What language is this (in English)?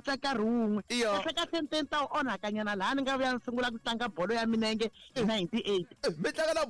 Tsonga